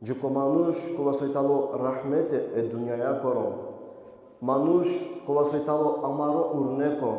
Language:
Balkan Romani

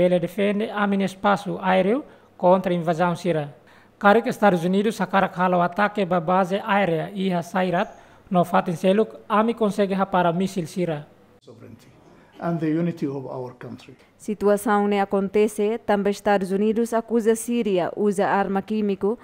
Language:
Tetum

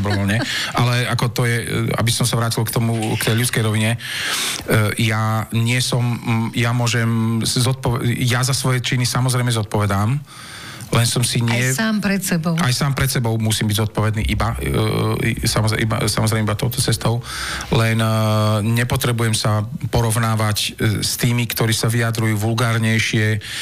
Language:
Slovak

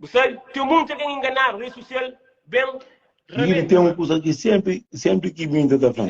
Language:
Kabuverdianu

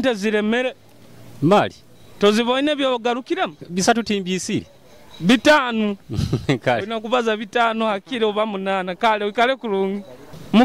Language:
Nyoro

